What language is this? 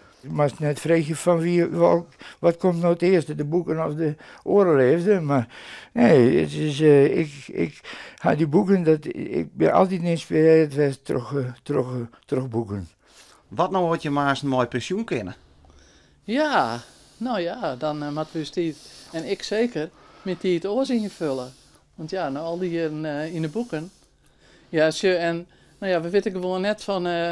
Western Frisian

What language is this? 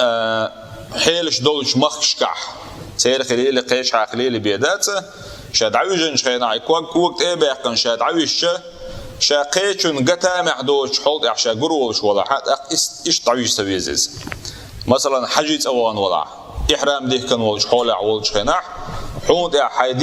Chechen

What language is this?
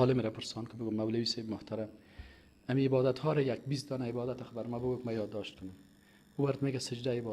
Persian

